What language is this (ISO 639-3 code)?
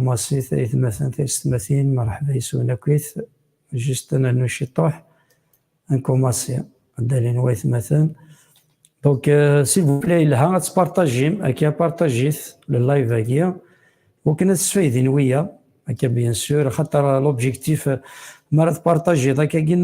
kab